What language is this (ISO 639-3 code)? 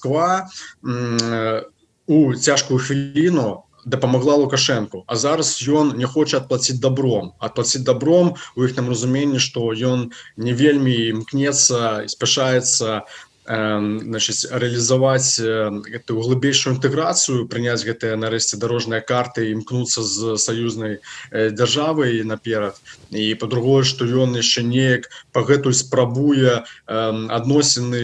bel